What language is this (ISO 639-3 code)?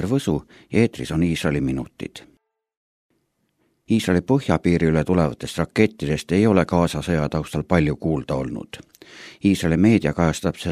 est